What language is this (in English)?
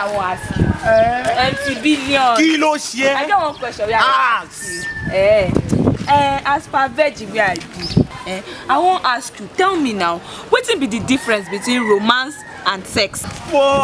Nigerian Pidgin